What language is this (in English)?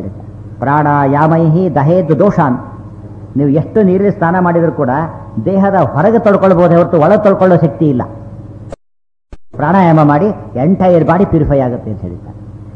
Kannada